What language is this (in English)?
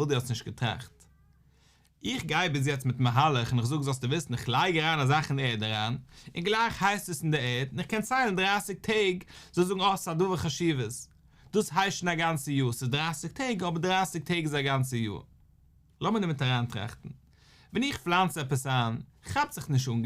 Yiddish